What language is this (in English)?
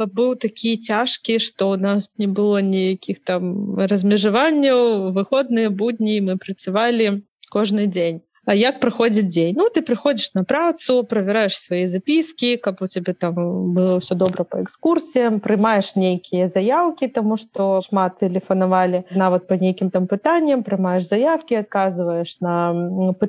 Belarusian